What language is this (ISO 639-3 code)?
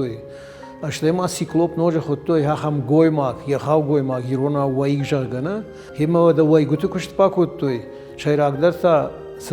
oss